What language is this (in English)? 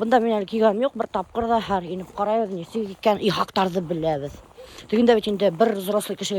Bashkir